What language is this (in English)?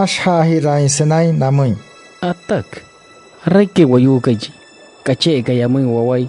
Wayuu